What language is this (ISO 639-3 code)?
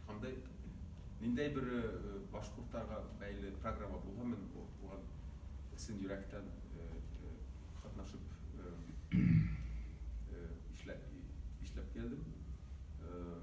bak